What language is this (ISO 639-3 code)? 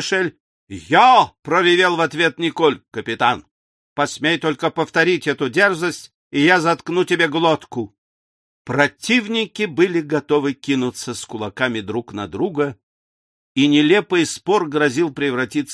rus